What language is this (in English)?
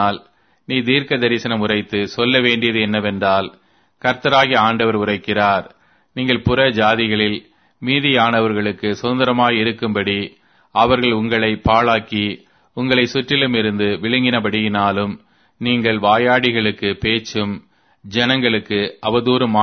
Tamil